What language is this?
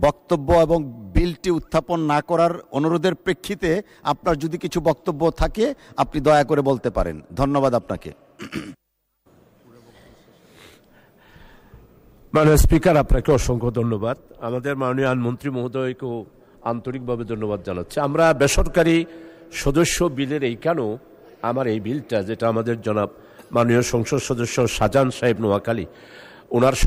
Bangla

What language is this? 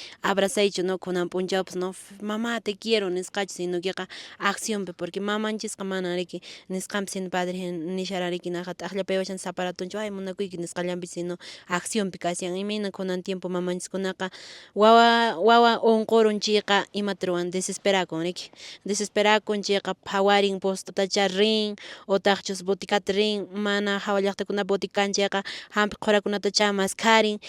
Quechua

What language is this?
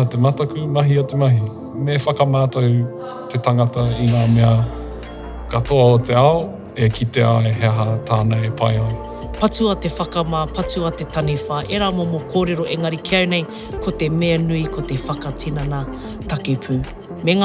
Māori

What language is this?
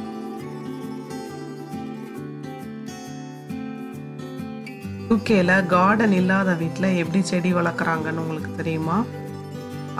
Tamil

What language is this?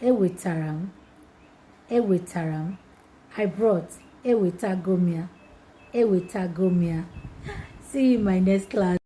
Igbo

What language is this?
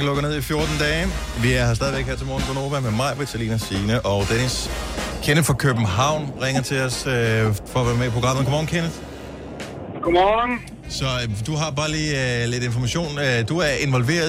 Danish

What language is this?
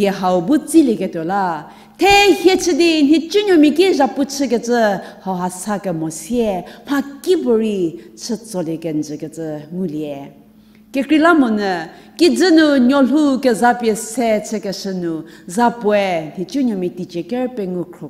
Angami Naga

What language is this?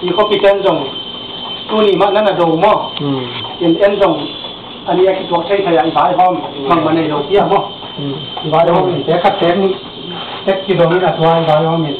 Tedim Chin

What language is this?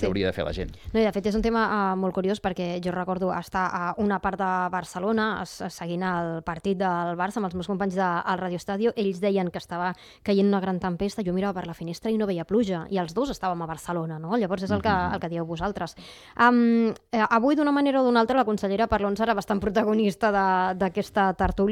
Catalan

